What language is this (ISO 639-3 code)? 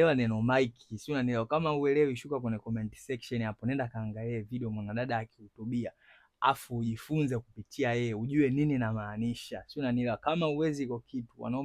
swa